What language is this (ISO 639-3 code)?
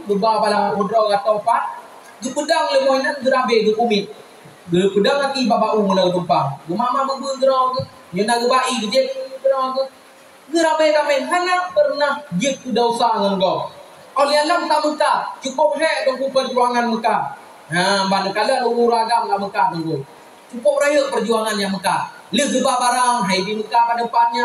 ace